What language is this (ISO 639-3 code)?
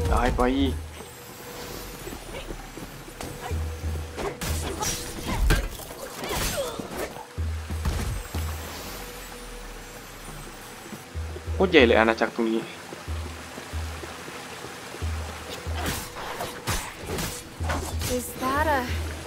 tha